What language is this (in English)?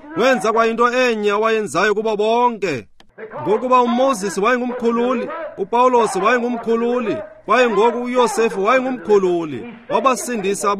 Xhosa